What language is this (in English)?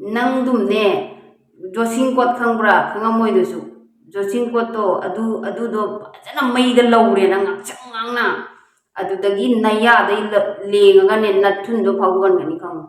Manipuri